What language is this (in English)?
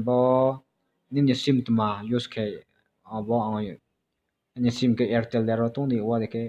Riang (India)